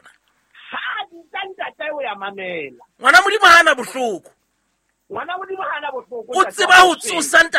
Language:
Southern Sotho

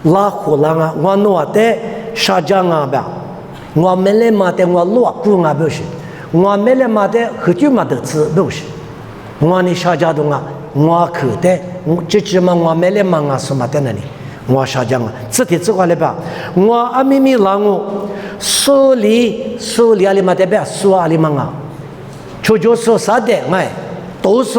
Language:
Lisu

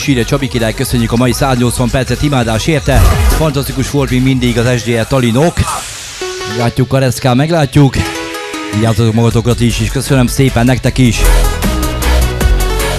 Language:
Hungarian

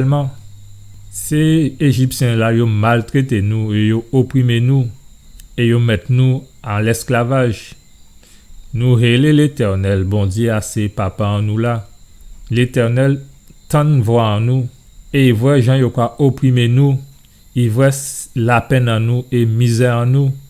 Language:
Guadeloupean Creole French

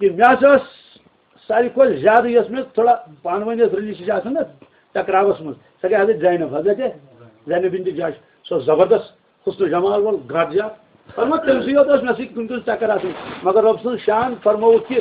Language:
Kashmiri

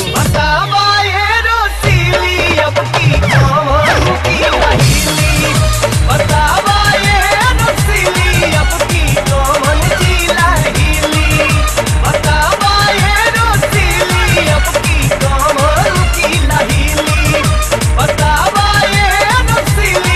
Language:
Bhojpuri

